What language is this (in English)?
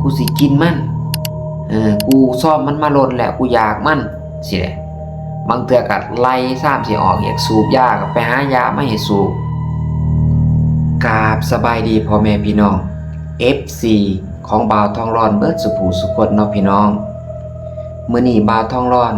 Lao